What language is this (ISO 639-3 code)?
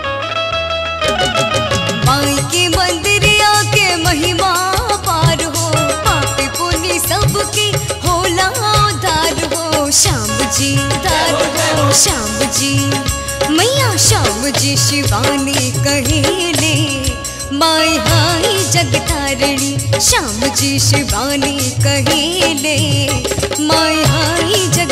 bho